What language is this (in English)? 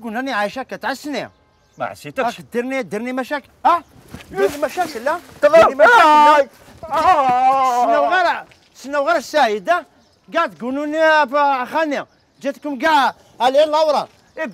Algerian Arabic